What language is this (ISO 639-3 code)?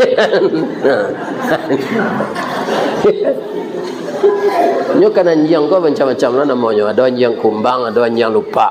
min